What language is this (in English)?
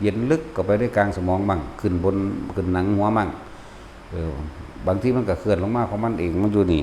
Northeastern Thai